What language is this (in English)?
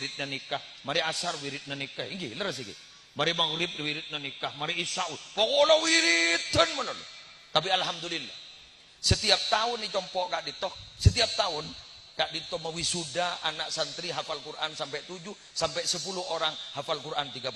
Madurese